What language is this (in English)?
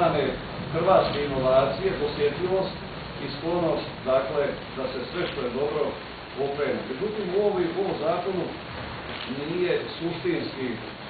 Croatian